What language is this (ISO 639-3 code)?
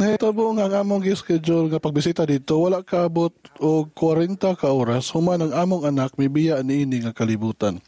ceb